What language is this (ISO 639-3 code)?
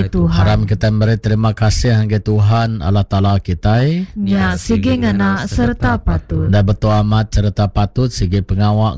iba